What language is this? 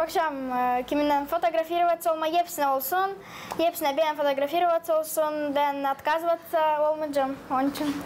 Gagauz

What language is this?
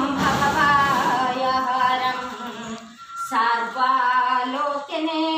Odia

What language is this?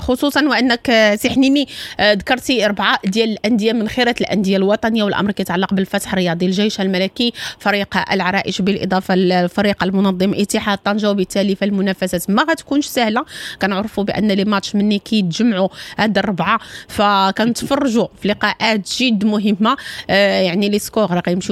Moroccan Arabic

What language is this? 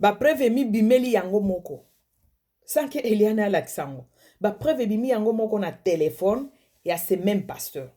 Lingala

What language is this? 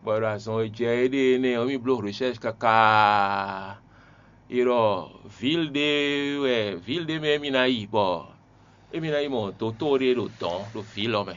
Fon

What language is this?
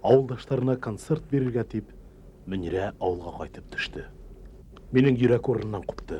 Bashkir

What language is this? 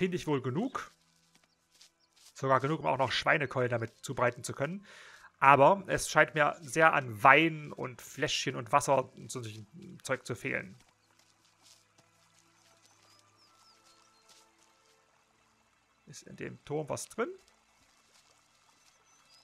German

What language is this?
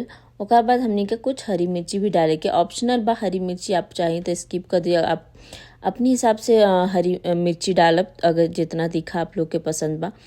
Bhojpuri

